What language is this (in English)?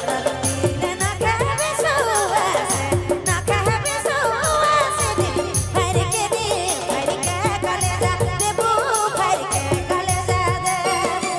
Sadri